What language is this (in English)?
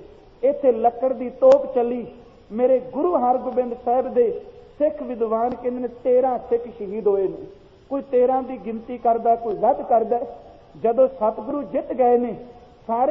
Punjabi